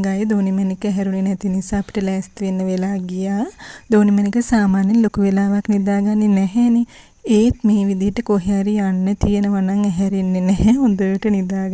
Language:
Sinhala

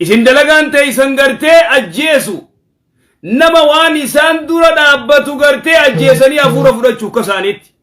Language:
Oromo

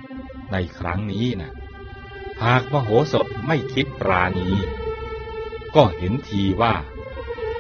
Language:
Thai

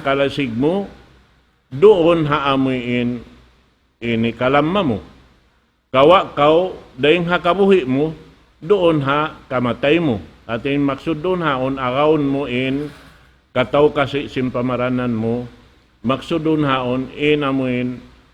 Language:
Tausug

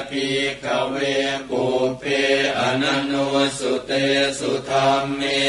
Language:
Pali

